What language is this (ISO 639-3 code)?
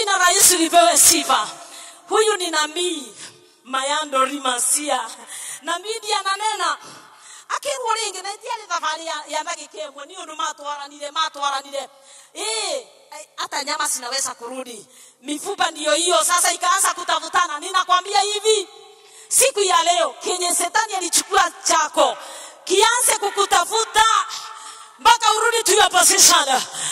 swa